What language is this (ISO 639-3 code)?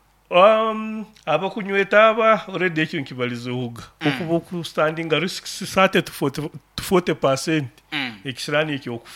nyo